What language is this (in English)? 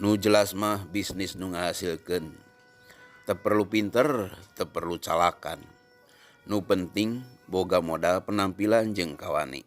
Sundanese